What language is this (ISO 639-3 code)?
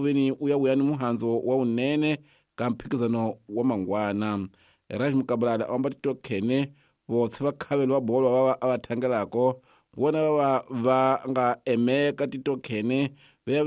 tso